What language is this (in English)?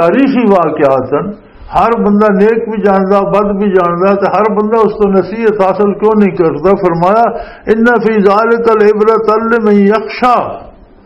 Western Panjabi